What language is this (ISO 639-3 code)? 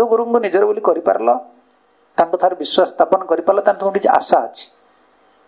ori